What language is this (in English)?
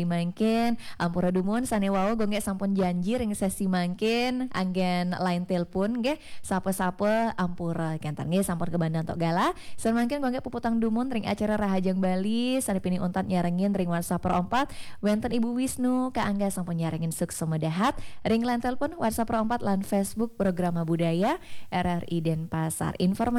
Balinese